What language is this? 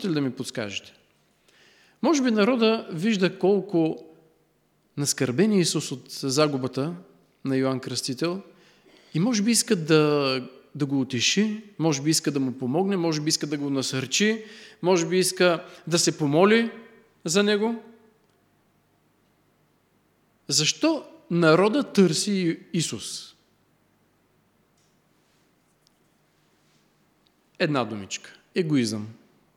Bulgarian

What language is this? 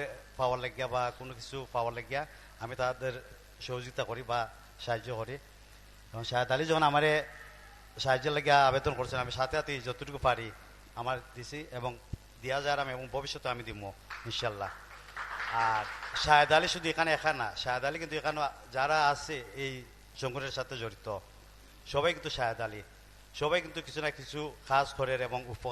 Sylheti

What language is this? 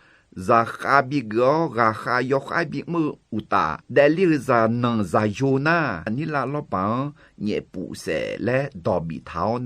Akha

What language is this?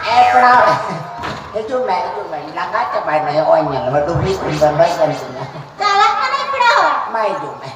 Santali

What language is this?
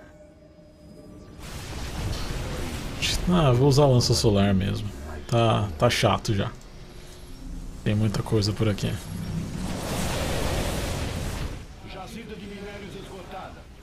Portuguese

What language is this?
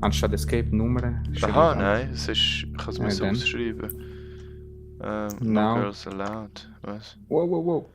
Swiss German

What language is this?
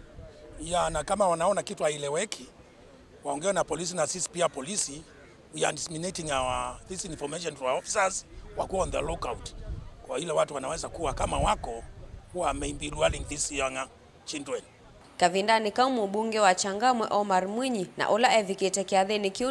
Kamba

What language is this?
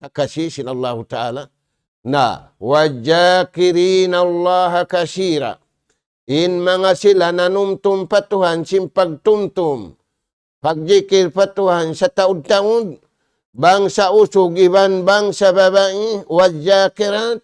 Tausug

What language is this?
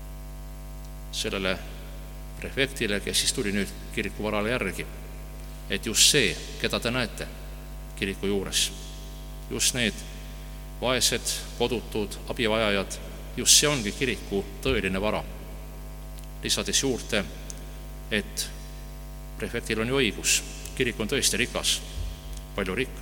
Estonian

